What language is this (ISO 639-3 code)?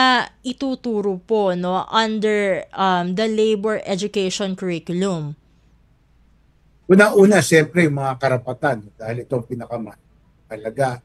fil